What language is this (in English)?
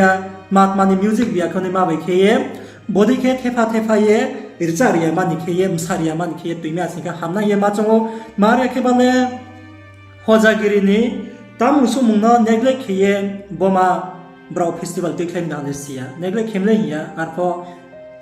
Riang (India)